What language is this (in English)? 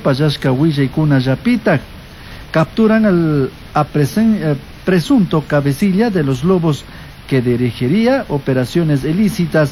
Chimborazo Highland Quichua